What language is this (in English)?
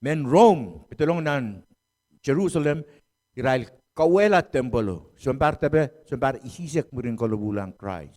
Pohnpeian